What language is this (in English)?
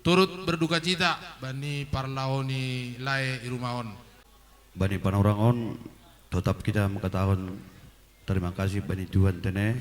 Batak Simalungun